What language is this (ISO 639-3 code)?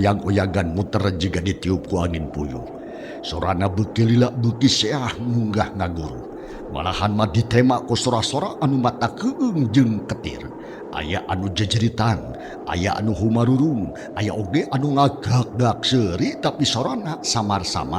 sun